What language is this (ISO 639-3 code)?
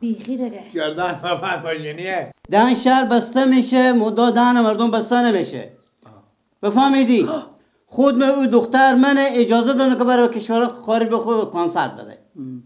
fas